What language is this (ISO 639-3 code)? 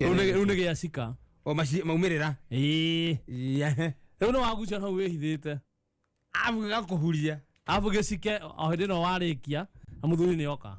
kik